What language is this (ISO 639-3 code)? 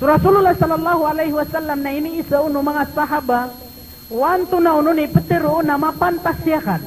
mrw